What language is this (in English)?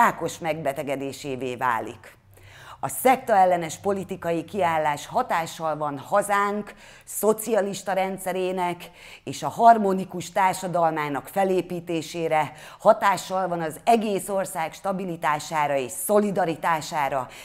Hungarian